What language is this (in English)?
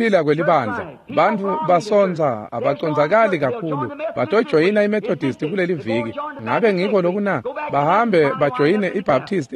Swati